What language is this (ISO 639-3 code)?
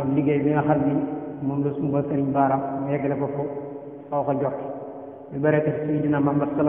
wol